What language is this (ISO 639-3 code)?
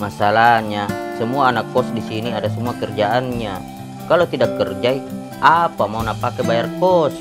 mfp